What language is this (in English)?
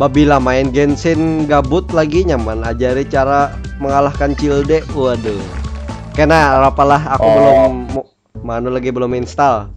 Banjar